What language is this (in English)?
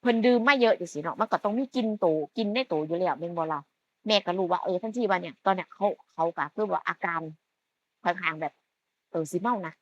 Northeastern Thai